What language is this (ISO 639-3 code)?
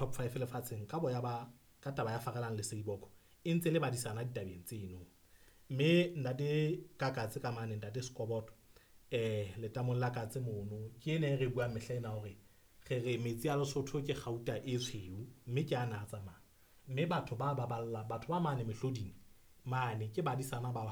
sot